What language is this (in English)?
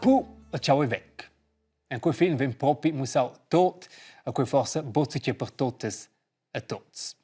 Romansh